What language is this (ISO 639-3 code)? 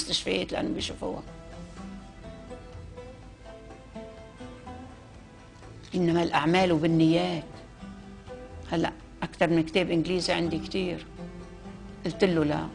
apc